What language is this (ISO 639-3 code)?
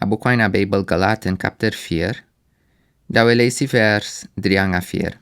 srn